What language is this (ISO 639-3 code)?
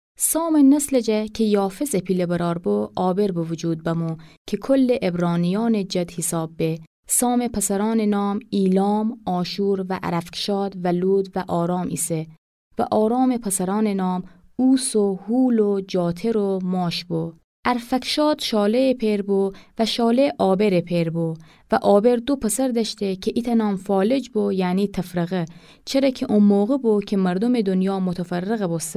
glk